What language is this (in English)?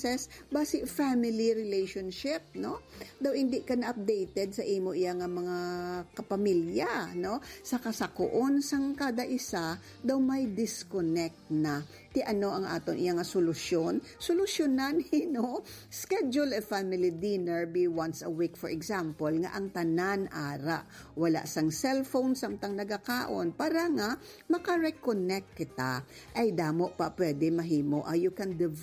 Hiligaynon